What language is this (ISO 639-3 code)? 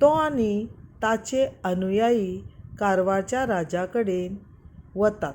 kok